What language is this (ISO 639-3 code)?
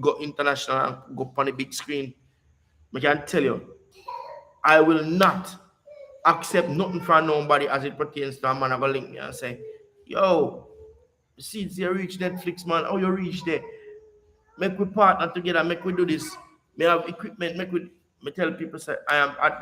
jam